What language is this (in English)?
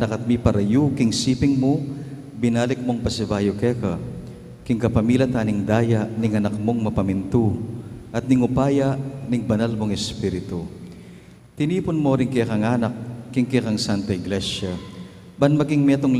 Pampanga